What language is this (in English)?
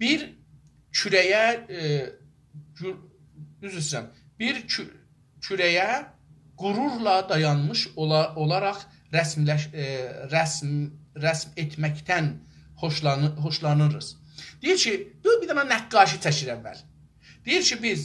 South Azerbaijani